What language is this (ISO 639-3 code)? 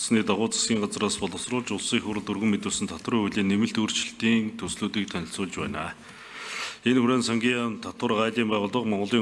mon